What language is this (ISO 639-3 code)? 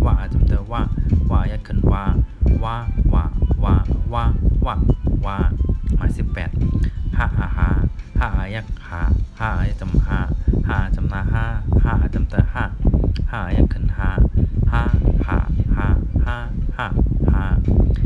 shn